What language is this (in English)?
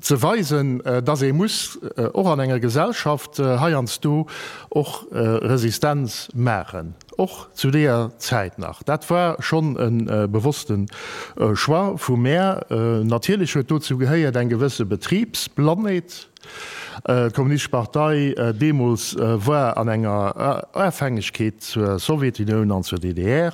Luxembourgish